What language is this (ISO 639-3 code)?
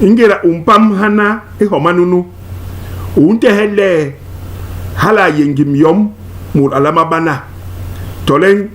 bas